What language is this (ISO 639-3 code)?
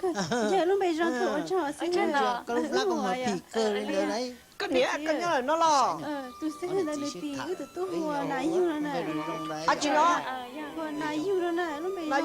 hmn